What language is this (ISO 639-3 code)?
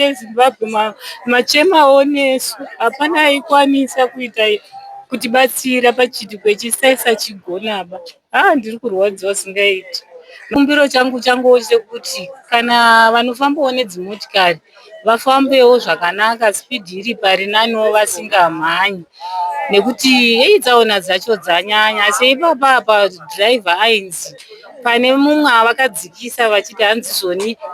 sna